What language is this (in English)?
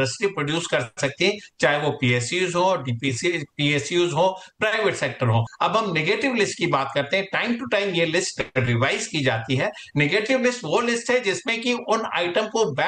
Hindi